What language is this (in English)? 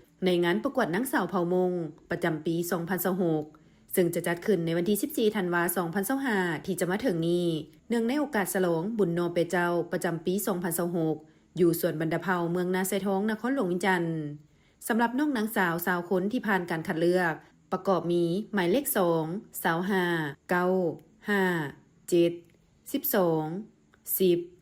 Lao